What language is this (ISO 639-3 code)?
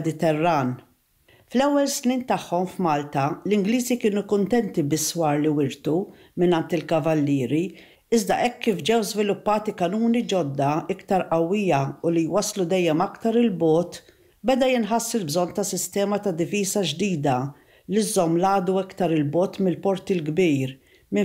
mlt